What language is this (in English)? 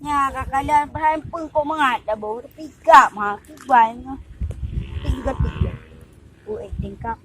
Achinese